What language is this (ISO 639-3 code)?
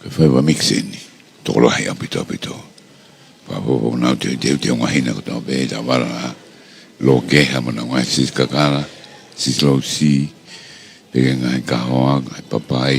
ton